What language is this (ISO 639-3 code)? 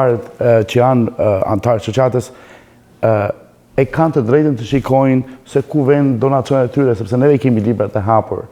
sqi